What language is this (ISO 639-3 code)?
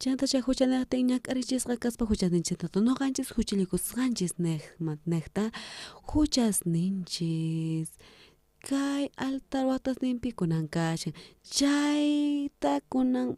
quh